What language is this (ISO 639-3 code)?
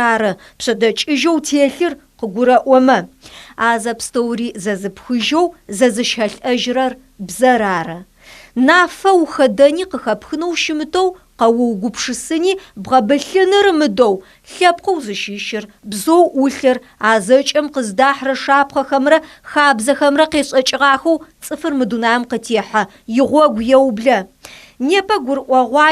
ady